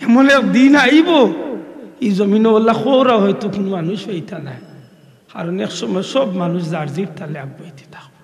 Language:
Sylheti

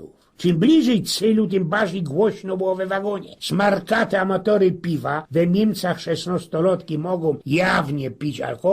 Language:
Silesian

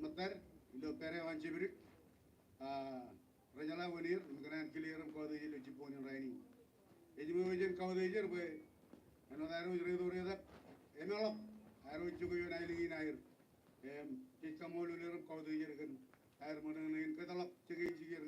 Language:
Marshallese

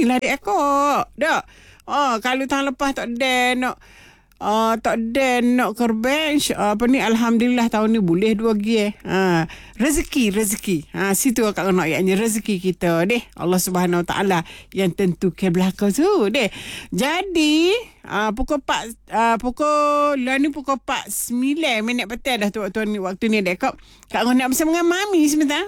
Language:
Malay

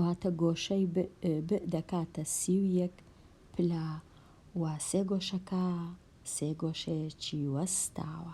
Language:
Central Kurdish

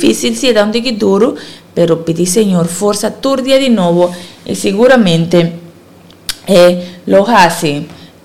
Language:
Papiamento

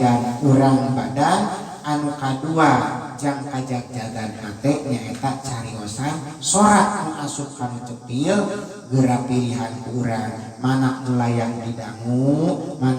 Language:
Sundanese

